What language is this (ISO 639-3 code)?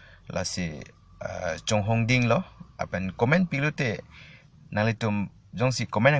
mjw